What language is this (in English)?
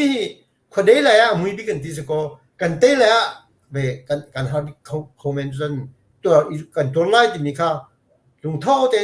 Hakha Chin